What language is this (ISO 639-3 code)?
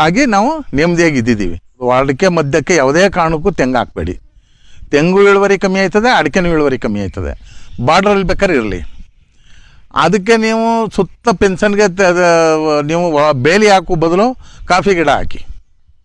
kan